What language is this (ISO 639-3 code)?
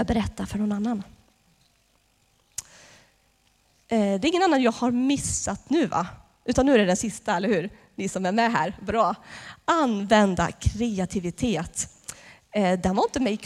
swe